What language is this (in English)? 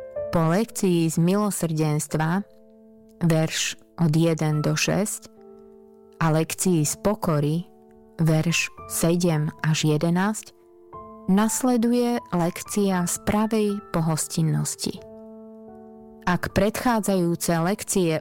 Slovak